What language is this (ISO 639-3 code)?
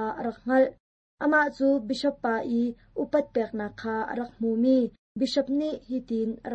cnh